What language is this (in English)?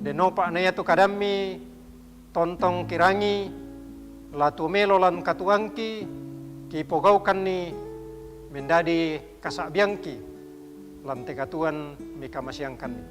Toraja-Sa'dan